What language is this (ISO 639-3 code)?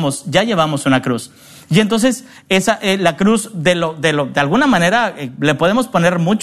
spa